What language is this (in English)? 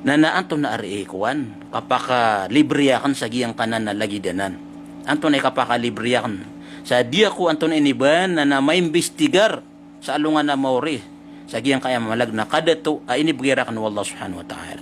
Maranao